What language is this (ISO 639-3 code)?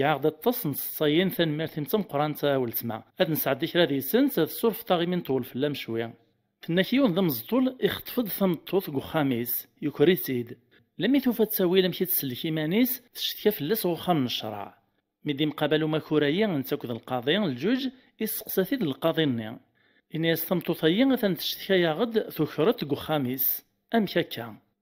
kab